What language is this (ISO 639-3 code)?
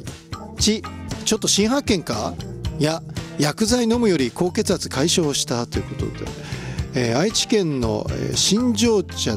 jpn